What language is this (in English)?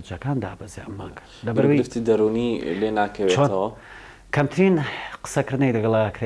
Central Kurdish